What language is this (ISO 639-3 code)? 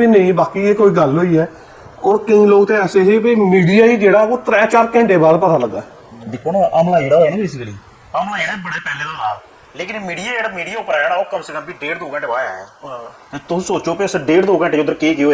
doi